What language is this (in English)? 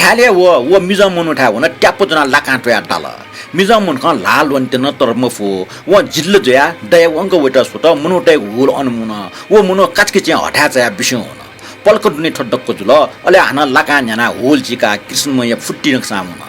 Newari